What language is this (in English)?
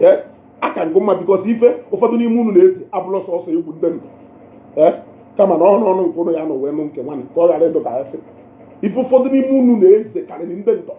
Igbo